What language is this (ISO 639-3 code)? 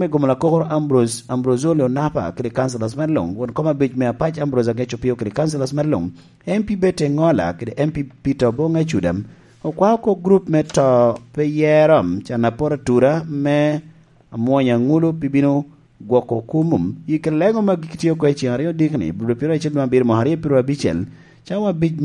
laj